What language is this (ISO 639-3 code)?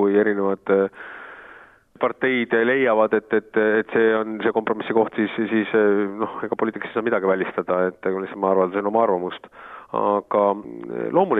est